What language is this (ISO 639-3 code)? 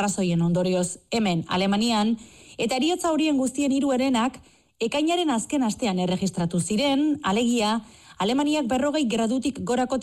eus